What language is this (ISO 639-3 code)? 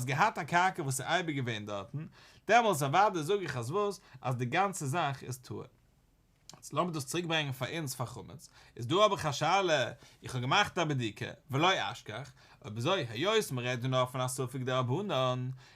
yid